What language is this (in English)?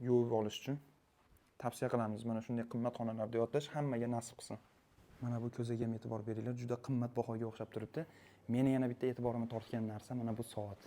Uzbek